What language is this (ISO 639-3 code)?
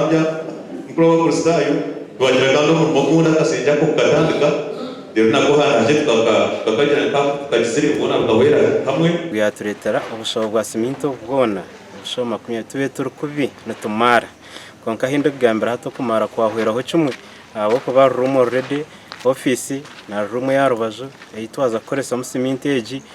nyn